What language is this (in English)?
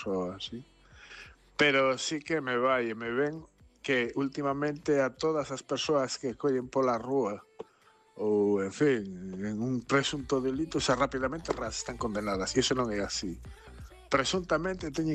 Galician